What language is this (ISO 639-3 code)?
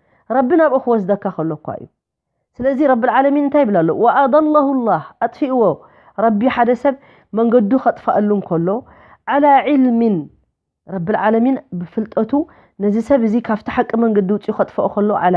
tir